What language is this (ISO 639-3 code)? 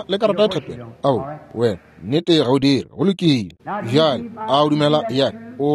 nso